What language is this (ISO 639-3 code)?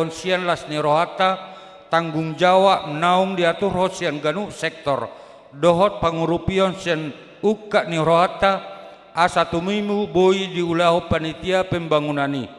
bbc